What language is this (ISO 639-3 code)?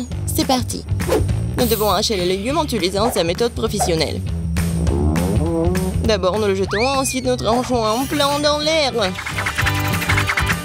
fra